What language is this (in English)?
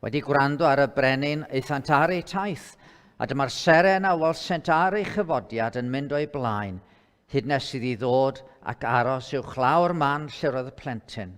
Welsh